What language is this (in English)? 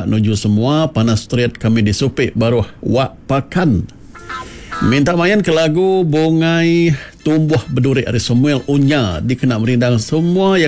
Iban